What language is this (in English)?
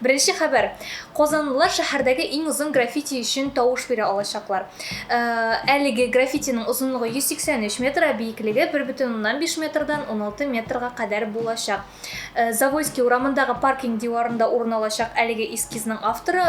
Tatar